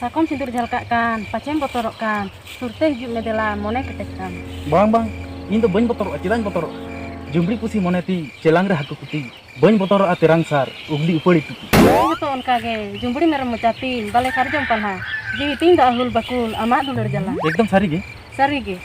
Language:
Santali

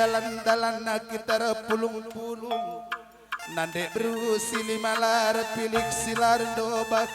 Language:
Batak Karo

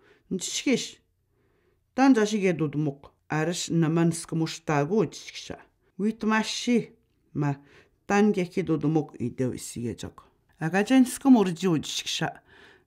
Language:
Atikamekw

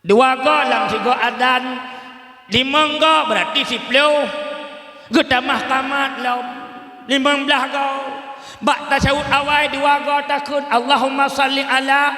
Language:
Achinese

